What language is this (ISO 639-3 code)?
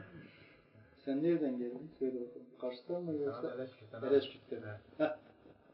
tur